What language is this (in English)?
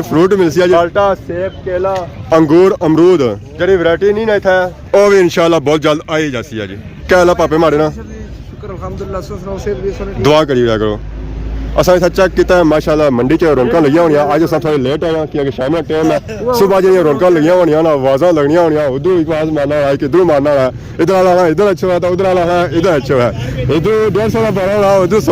Pahari-Potwari